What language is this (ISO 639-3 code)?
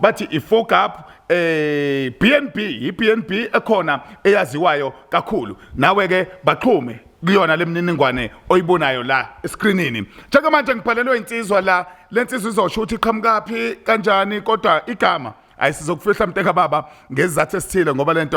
zul